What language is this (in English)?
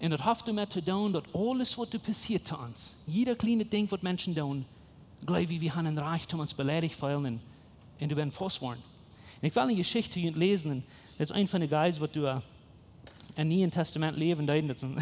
Plautdietsch